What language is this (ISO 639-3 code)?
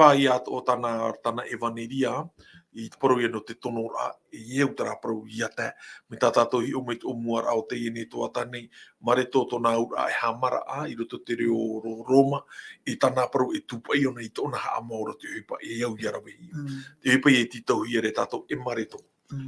tah